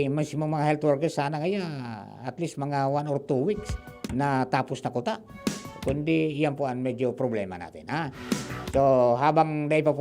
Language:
Bikol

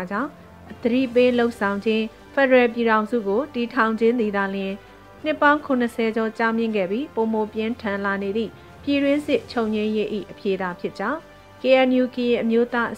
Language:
Burmese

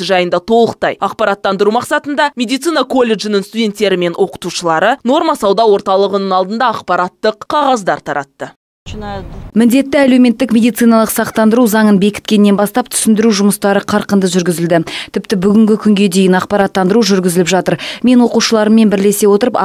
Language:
Kazakh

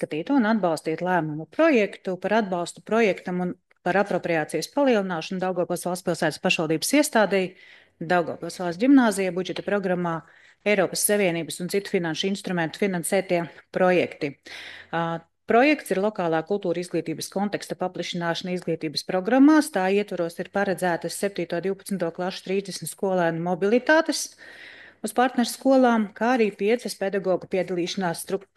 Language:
Latvian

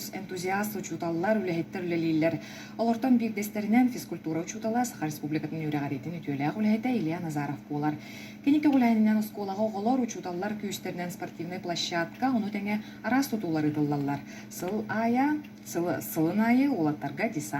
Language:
Yakut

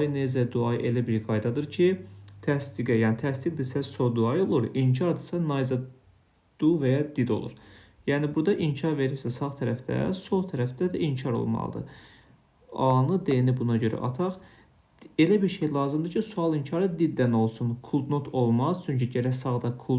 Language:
Azerbaijani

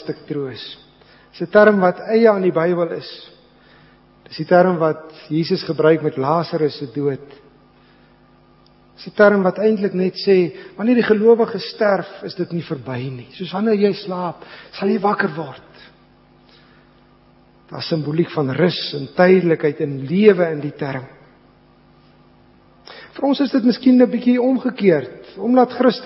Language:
Afrikaans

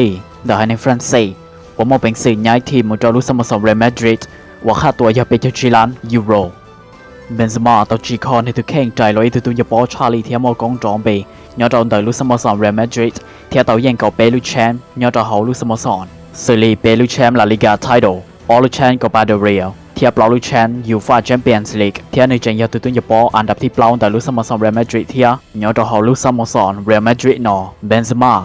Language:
Hmong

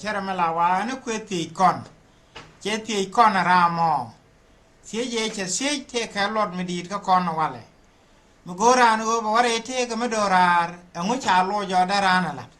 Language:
Nuer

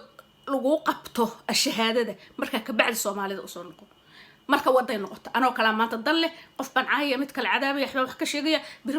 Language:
Somali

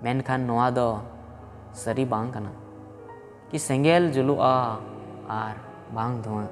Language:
Santali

